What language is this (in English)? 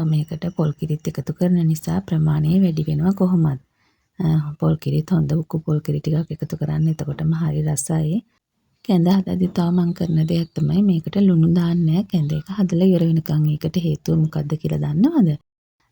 Sinhala